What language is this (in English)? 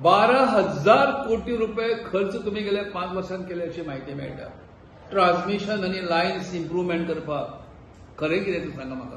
Konkani